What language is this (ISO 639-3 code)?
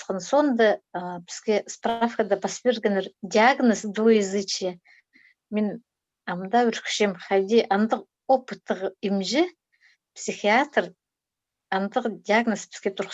kjh